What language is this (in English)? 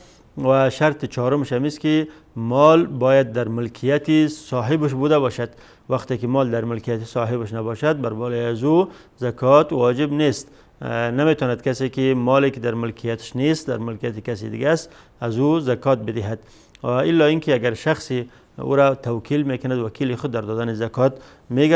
Persian